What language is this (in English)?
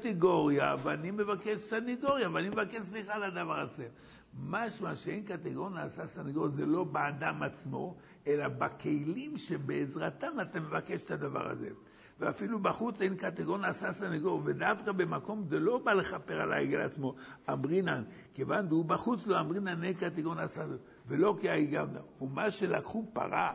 Hebrew